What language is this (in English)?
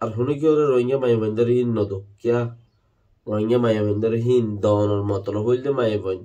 Rohingya